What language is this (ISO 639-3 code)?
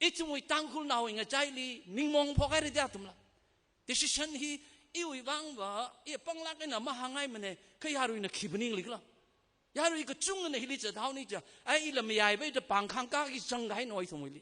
nmf